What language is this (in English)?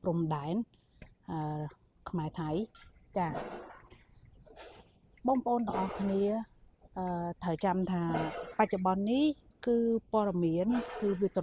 Khmer